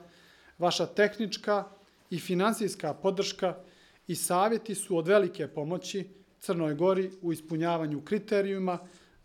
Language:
Slovenian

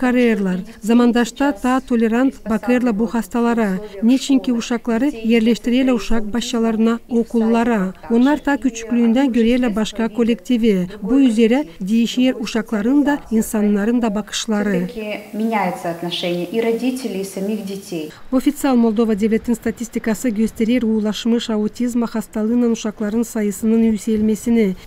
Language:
Gagauz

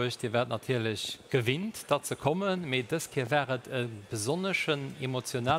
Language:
Luxembourgish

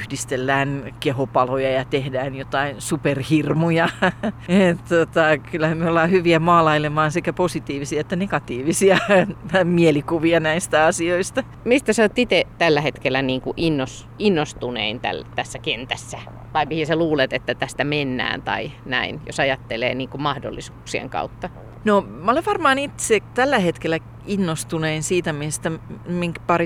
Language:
Finnish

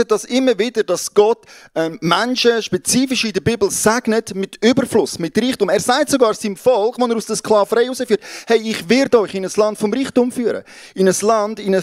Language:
Swiss German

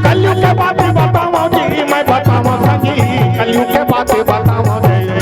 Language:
Chhattisgarhi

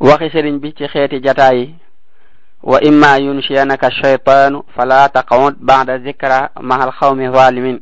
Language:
Wolof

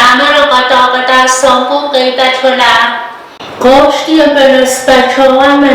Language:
Pohnpeian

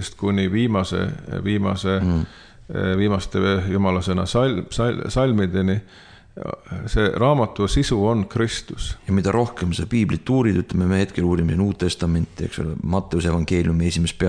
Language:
Estonian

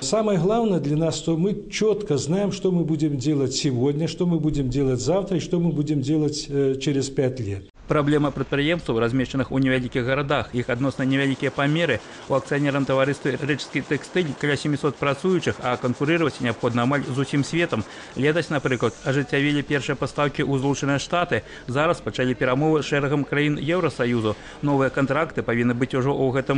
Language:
Belarusian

